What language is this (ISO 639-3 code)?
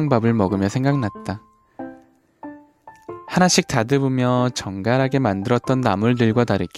kor